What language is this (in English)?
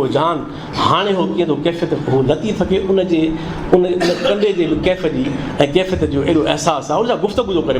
Sindhi